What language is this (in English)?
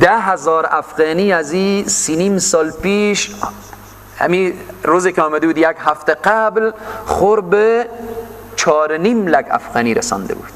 Persian